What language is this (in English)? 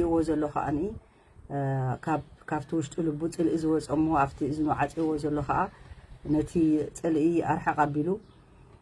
Tigrinya